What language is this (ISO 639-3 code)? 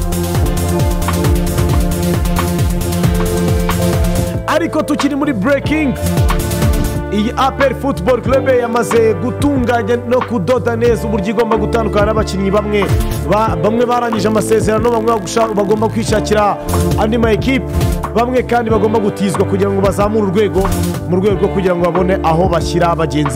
kin